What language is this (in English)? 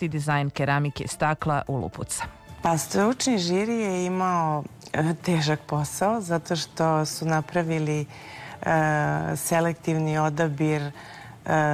Serbian